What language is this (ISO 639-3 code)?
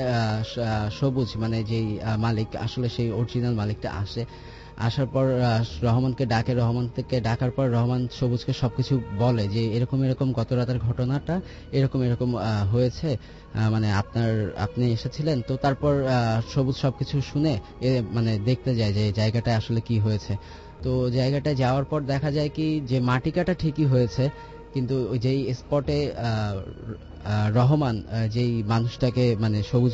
ben